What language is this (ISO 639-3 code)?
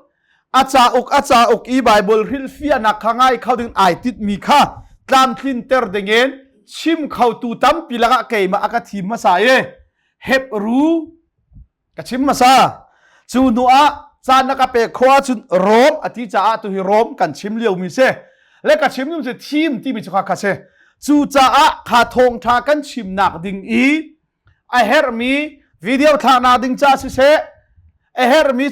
cnh